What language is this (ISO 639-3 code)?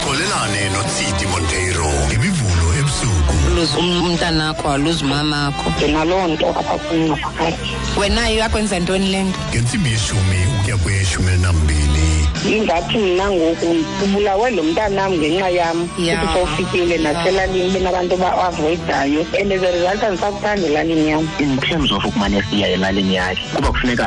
xho